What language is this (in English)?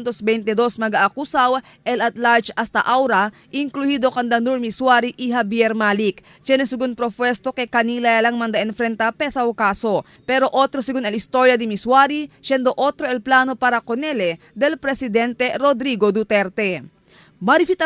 Chavacano